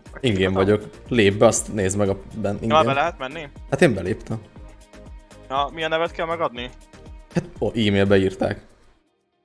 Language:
Hungarian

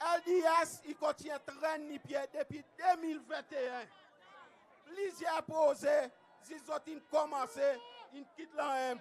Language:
Seselwa Creole French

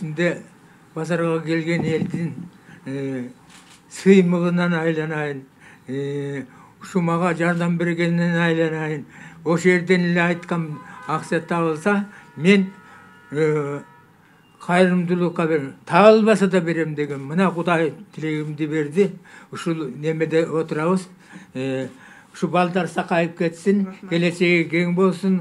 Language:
Kyrgyz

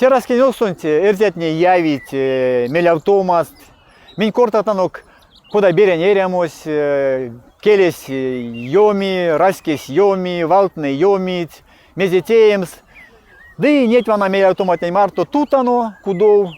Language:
Erzya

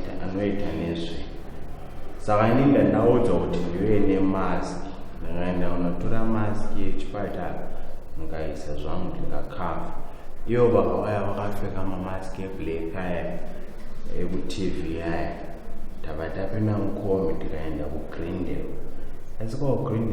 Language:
Shona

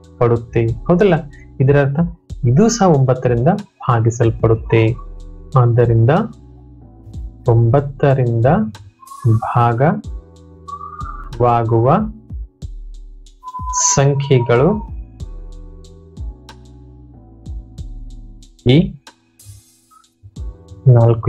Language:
Kannada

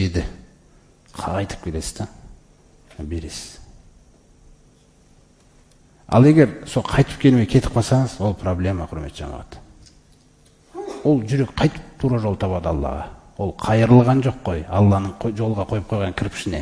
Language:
Kazakh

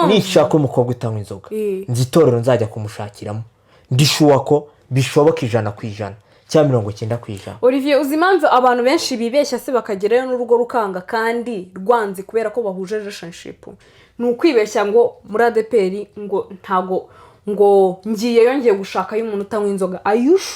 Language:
Kinyarwanda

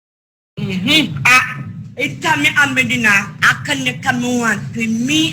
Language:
Jamaican Creole English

